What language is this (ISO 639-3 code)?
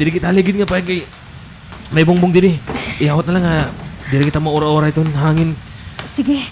war